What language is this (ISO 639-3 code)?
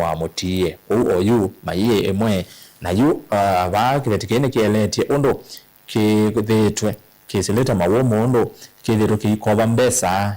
kam